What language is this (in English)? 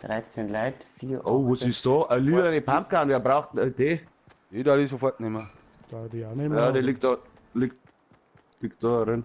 Bavarian